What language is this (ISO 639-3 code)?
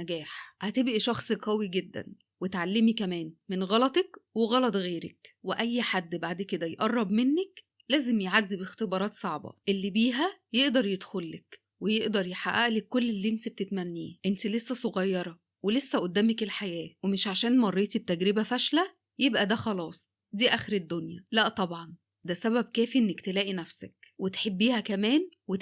arz